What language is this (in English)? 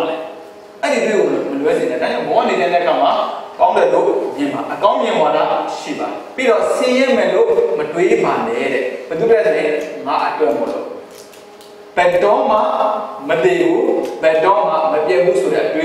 Burmese